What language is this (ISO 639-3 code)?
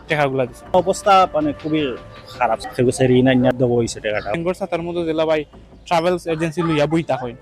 syl